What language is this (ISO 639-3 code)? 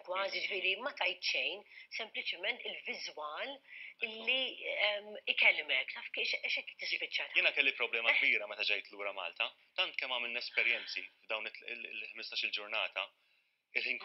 mlt